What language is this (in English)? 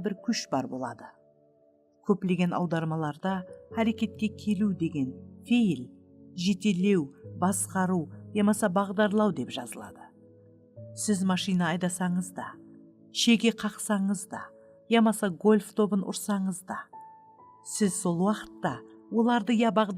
Kara-Kalpak